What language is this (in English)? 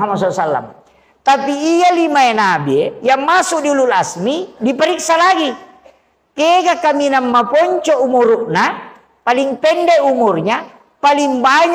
Buginese